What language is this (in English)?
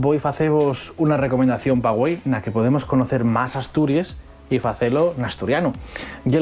Asturian